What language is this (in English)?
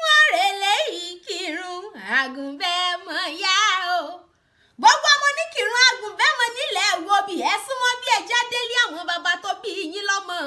Yoruba